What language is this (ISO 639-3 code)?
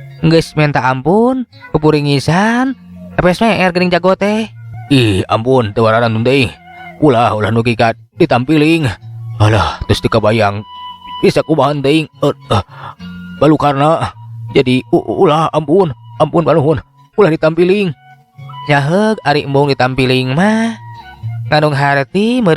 sun